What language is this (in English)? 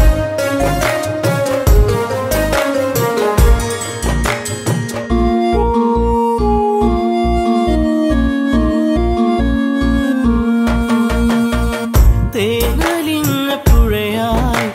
Malayalam